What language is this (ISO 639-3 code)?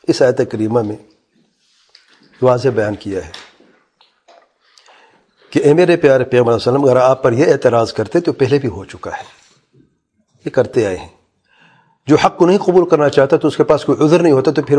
urd